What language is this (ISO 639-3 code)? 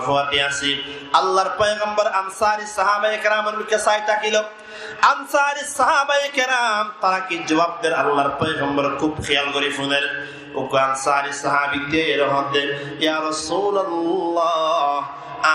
rhg